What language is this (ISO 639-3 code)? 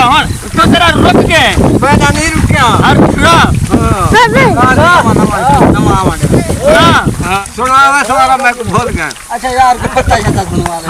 skr